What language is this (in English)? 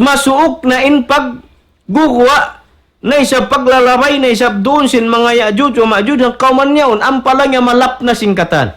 Tausug